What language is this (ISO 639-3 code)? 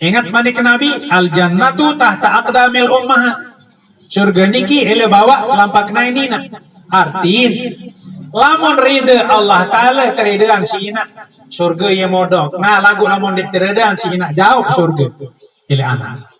sas